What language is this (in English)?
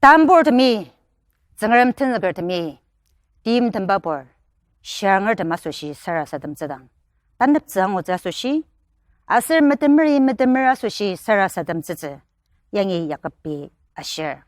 Ao Naga